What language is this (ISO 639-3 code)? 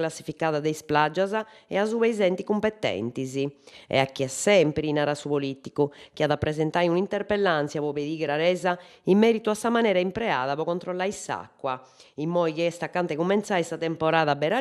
srd